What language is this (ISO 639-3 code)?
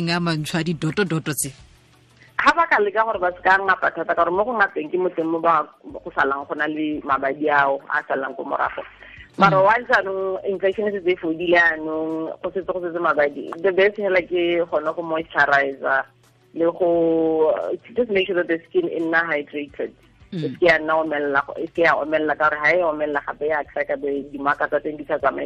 tsn